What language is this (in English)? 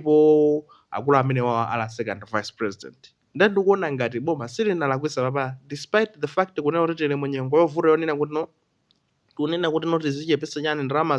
Nyanja